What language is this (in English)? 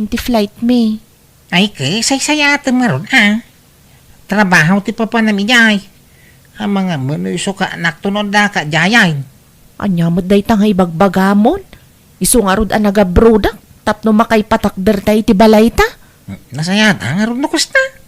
Iloko